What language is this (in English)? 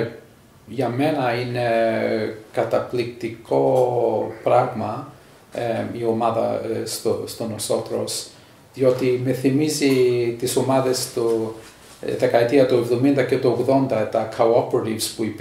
Greek